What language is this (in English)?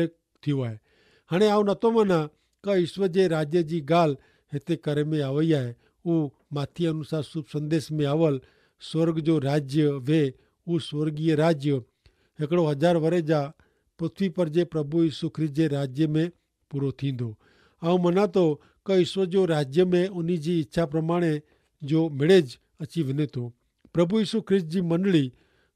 Kachhi